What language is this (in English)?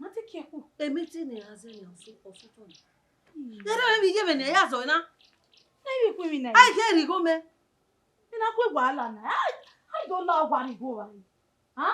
Bini